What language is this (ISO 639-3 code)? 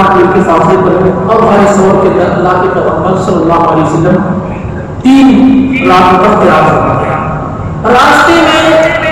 urd